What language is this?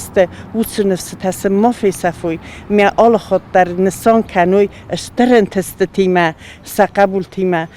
Ossetic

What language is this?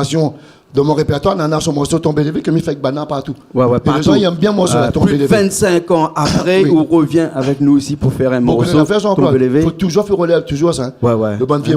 Réunion Creole French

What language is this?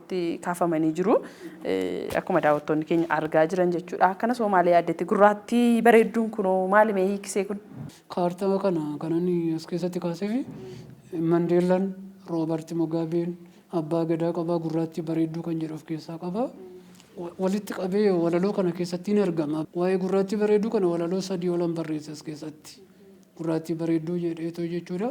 Oromo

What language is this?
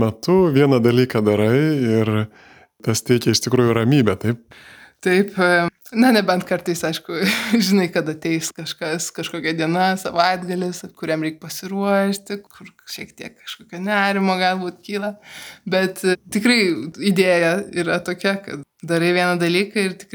Lithuanian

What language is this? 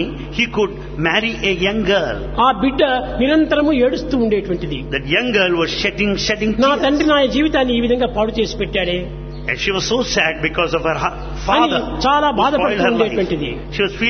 Telugu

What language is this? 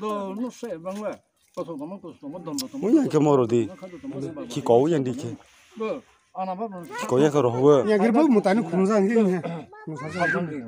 Kok Borok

